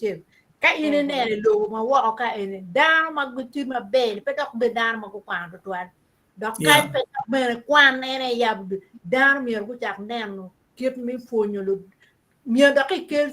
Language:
Acoli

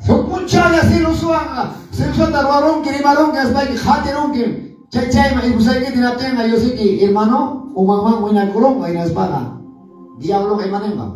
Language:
Quechua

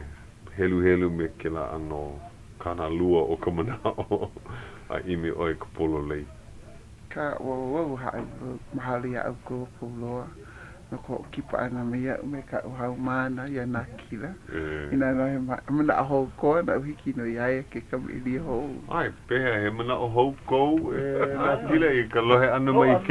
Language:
Hawaiian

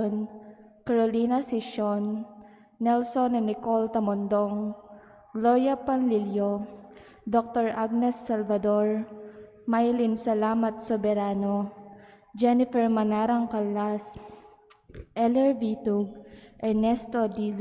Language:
Pampanga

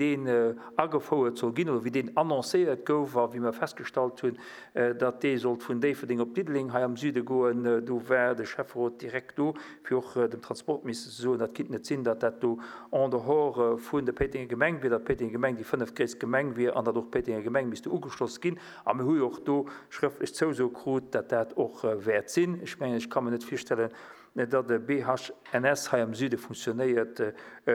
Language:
Luxembourgish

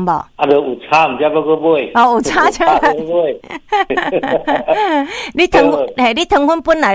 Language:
Min Nan Chinese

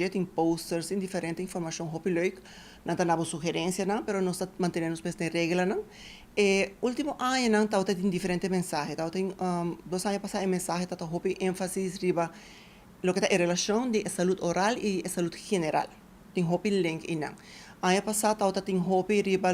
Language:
Papiamento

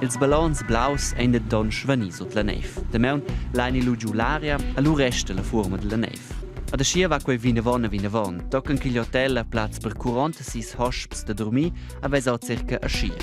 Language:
Romansh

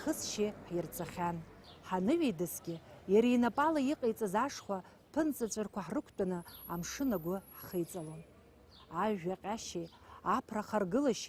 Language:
Abkhazian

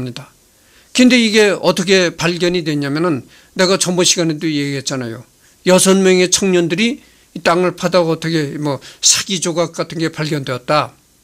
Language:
Korean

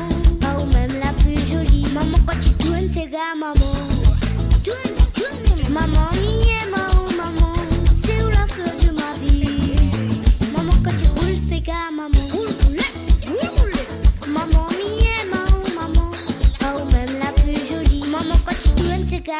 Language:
Morisyen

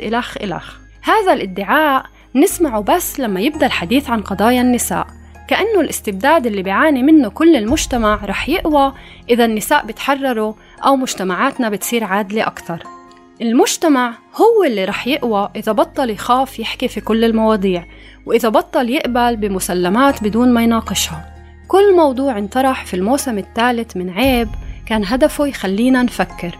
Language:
North Levantine Arabic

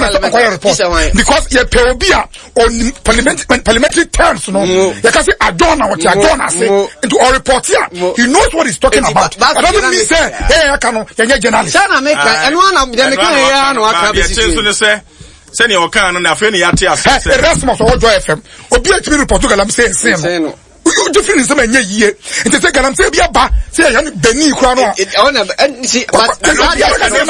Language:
Akan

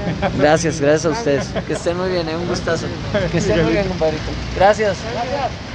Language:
Spanish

